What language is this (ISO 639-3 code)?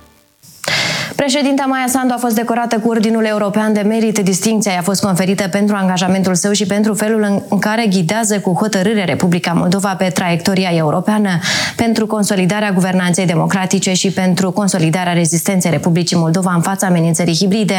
ron